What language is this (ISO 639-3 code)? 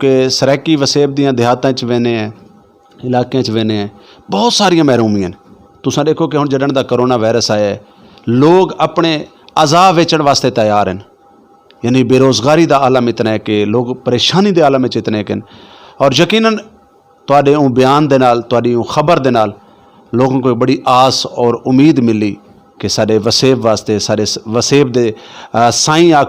skr